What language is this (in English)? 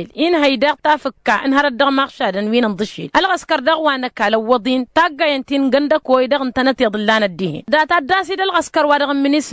Tamasheq